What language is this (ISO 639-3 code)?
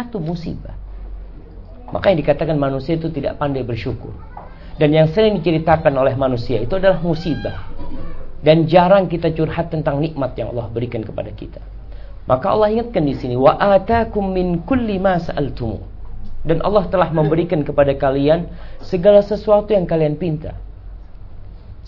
ind